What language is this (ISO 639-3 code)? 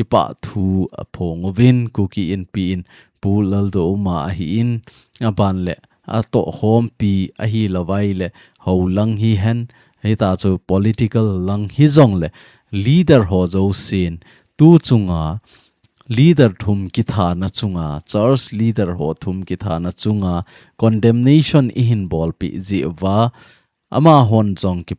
tcz